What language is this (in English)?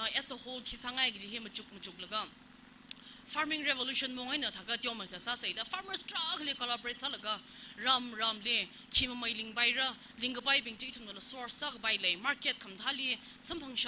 Tangkhul Naga (India)